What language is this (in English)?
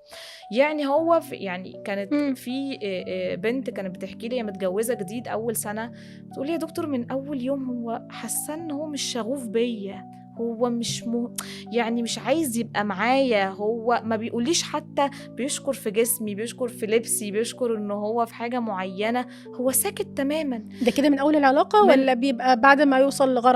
Egyptian Arabic